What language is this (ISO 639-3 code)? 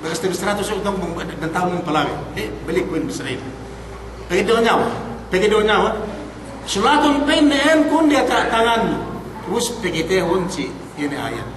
yka